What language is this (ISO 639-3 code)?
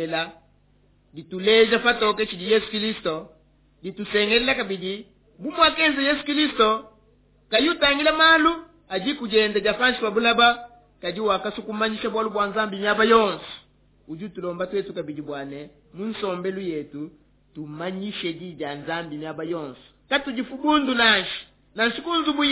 lua